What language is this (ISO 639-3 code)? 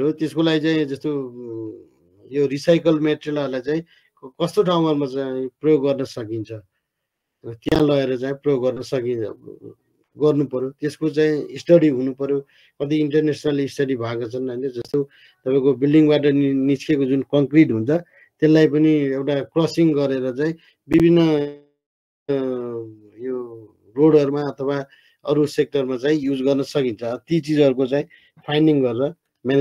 nep